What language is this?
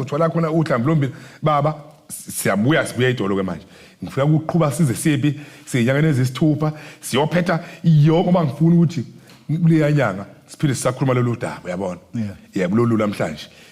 Zulu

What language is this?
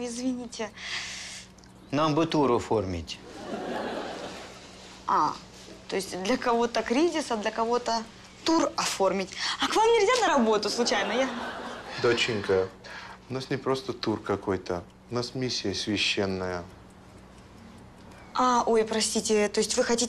Russian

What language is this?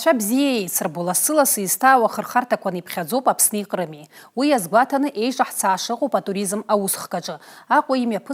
Abkhazian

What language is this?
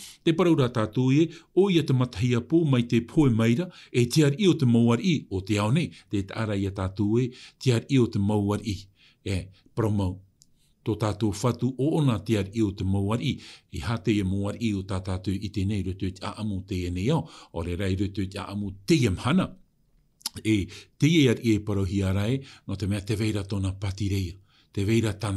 Tahitian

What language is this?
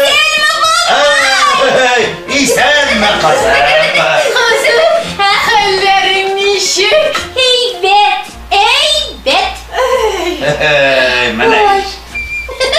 Tatar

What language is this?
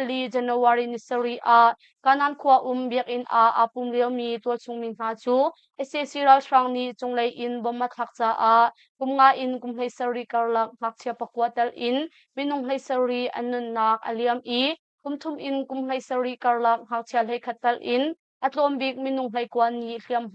Hakha Chin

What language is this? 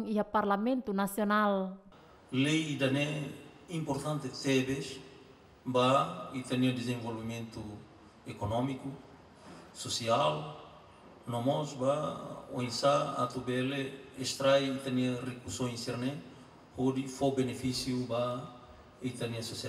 Tetum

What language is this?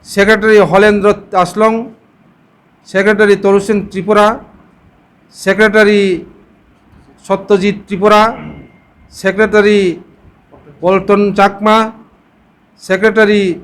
Kok Borok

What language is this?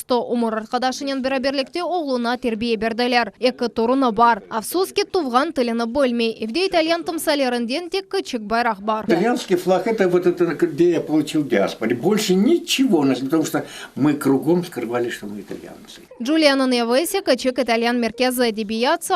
Crimean Tatar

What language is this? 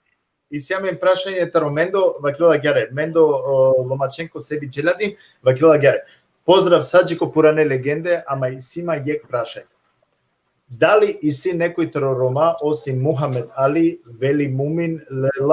Balkan Romani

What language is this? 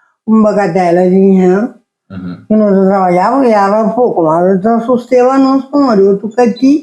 Kabuverdianu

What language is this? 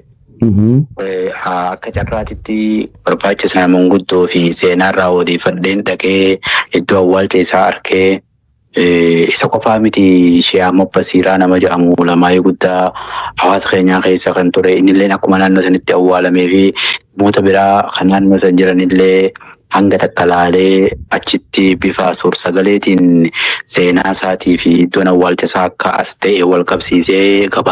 Oromo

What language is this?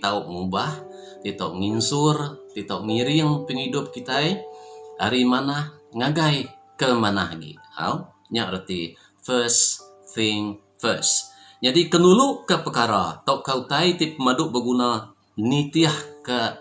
Iban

